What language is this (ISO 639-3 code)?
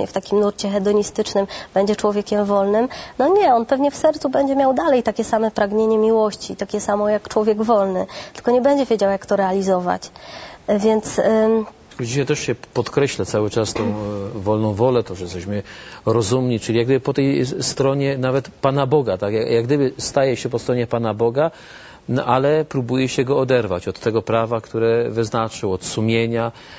pol